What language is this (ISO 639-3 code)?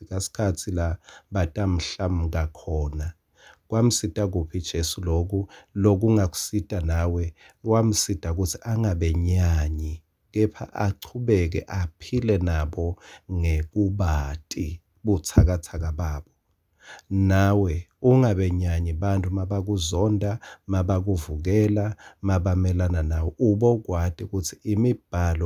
ssw